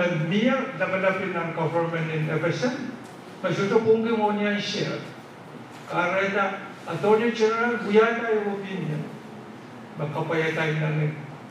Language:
Pohnpeian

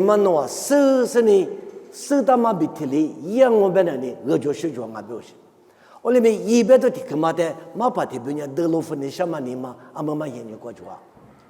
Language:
Lisu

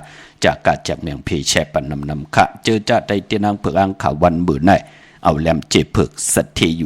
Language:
Shan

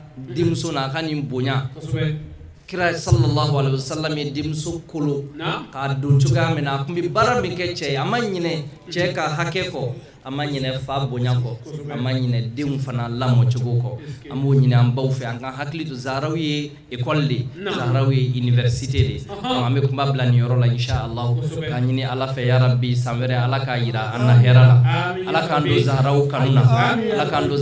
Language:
Bambara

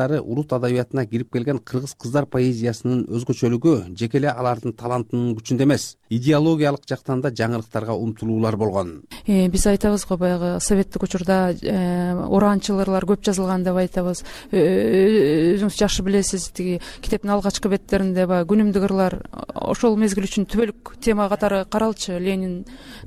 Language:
Kyrgyz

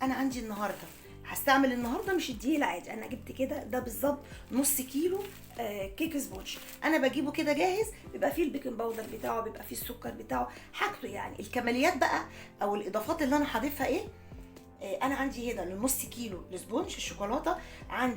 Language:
Egyptian Arabic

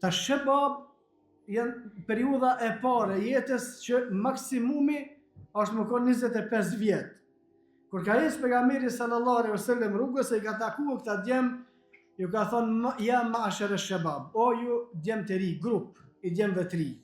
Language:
Albanian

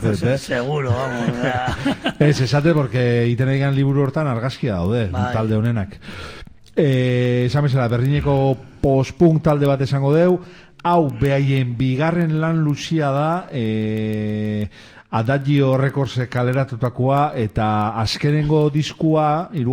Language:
Basque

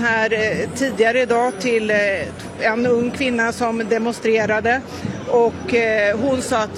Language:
Swedish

